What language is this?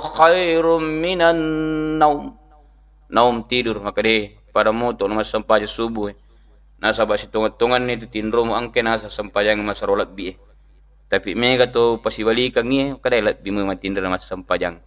Buginese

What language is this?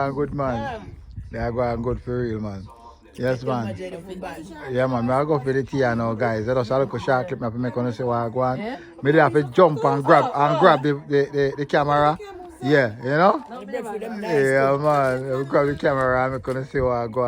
Jamaican Creole English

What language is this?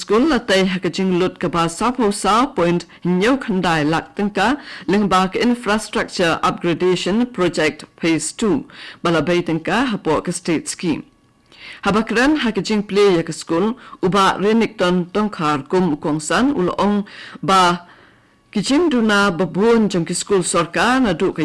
Khasi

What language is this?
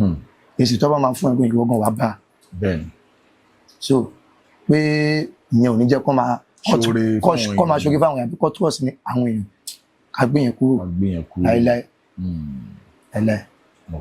Yoruba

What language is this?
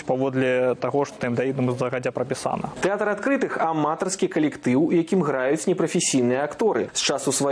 Belarusian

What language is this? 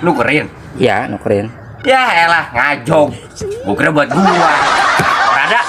Betawi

